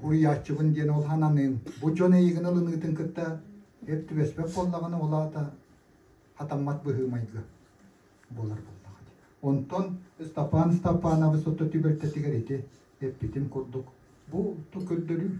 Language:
Yakut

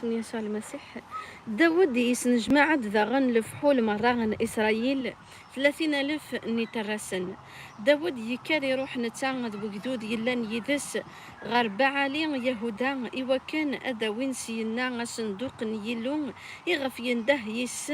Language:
Kabyle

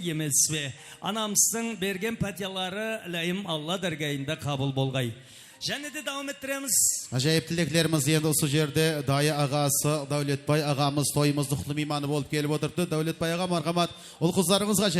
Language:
Kara-Kalpak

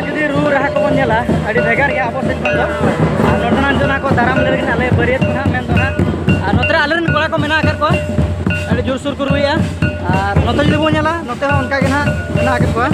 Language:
Santali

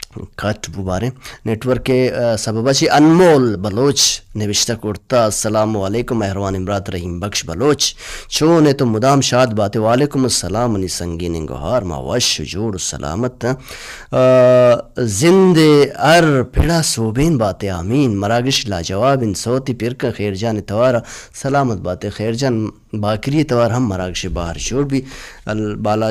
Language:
Baluchi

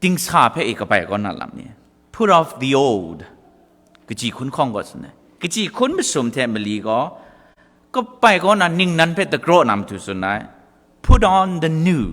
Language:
Kachin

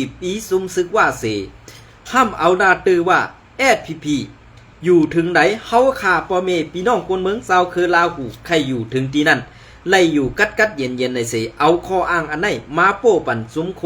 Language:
Shan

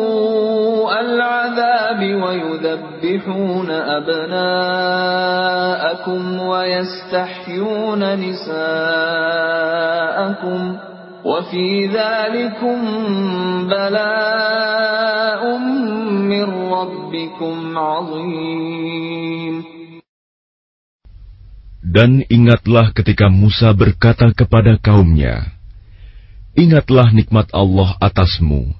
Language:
Indonesian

